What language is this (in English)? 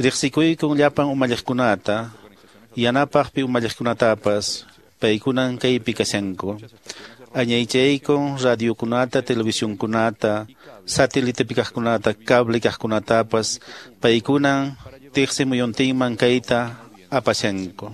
Quechua